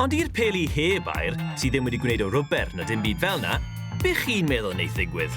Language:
Welsh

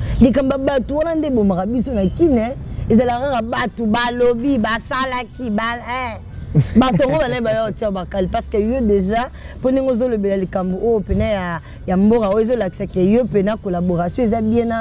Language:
Lingala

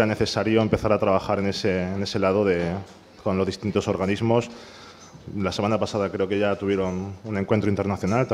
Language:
Spanish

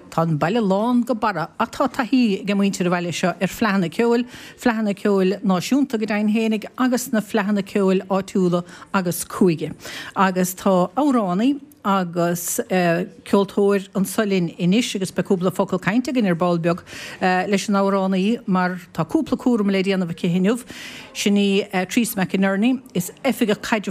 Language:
Irish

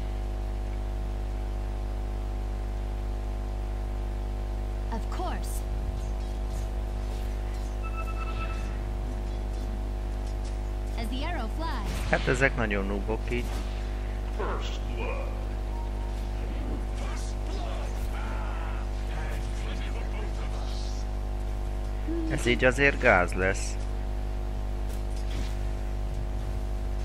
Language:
Hungarian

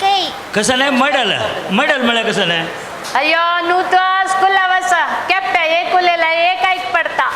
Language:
Konkani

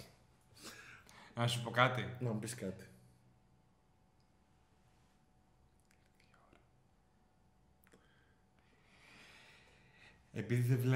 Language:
Greek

